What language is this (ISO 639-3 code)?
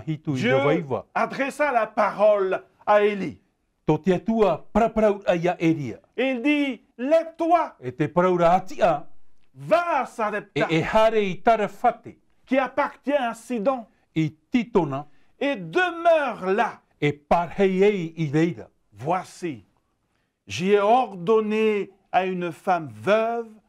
tah